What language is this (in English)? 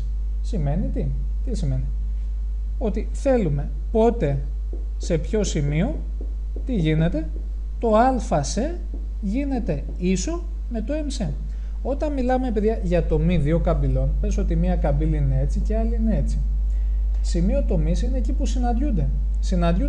Greek